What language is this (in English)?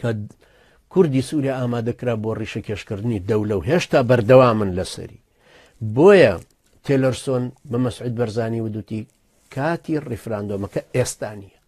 Central Kurdish